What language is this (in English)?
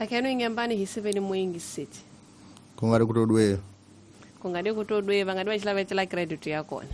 Tsonga